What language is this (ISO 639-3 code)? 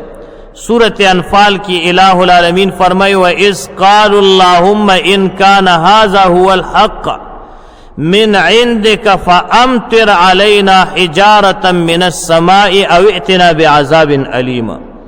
pus